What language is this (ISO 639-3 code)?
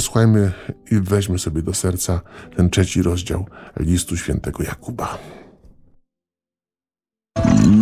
pol